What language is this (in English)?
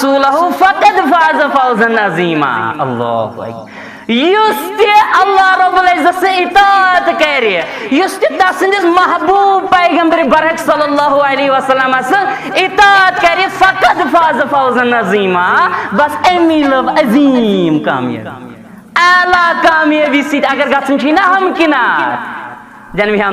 Kashmiri